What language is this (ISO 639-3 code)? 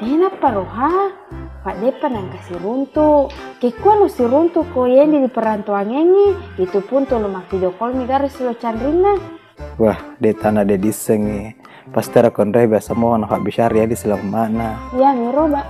bug